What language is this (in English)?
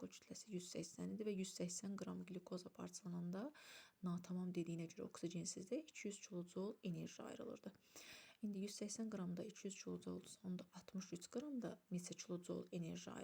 Azerbaijani